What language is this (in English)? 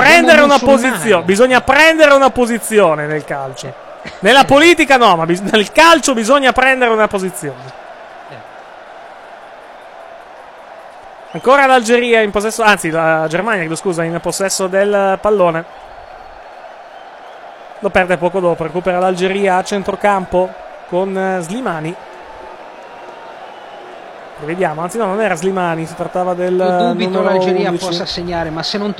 Italian